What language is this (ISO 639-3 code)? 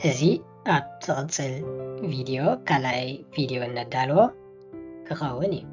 tir